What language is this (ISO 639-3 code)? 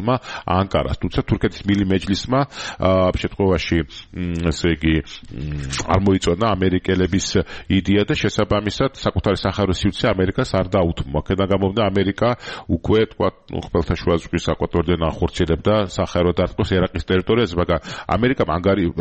kat